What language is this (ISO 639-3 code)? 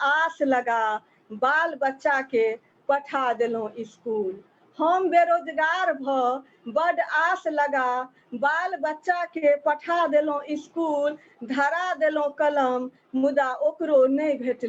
mai